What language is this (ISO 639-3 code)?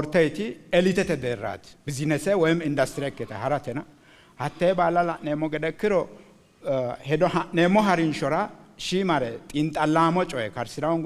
sid